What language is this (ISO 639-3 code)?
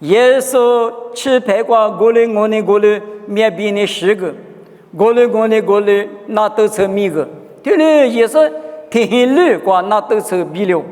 lis